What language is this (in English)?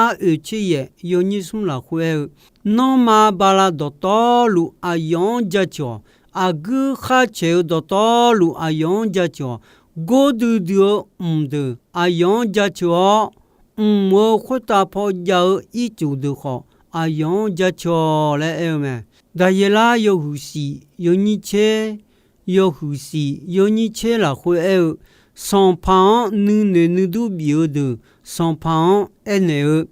Akha